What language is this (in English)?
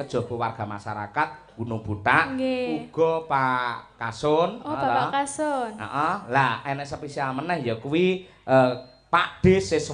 Javanese